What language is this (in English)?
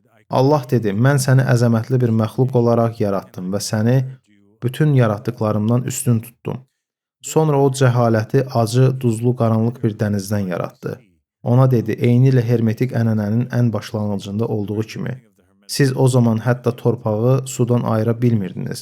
Azerbaijani